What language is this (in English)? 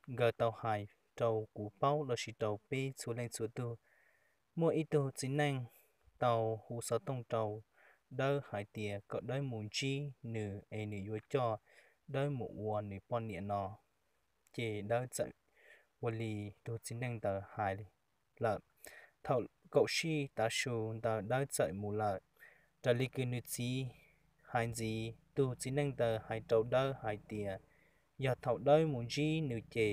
Hmong